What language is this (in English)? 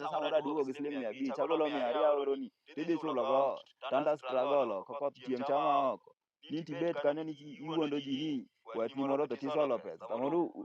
Luo (Kenya and Tanzania)